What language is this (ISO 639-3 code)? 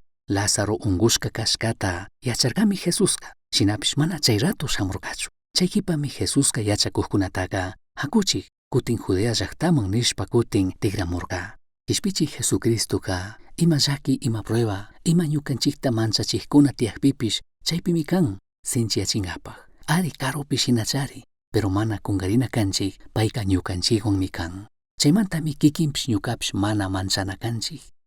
qug